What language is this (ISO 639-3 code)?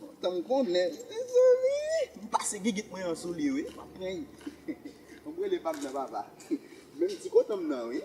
hat